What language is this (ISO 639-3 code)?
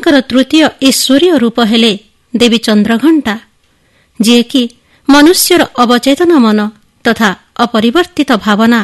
ori